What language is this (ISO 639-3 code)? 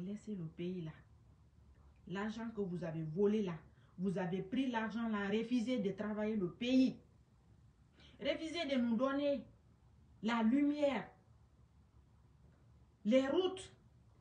fra